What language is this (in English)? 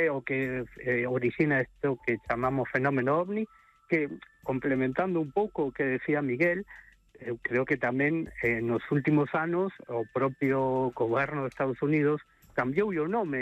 Galician